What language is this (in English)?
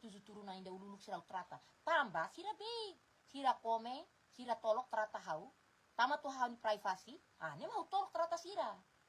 Tetum